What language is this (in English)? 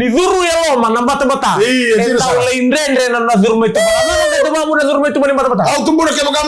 Fijian